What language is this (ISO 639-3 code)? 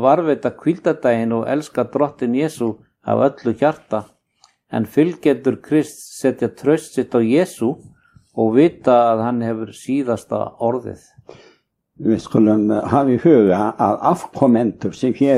isl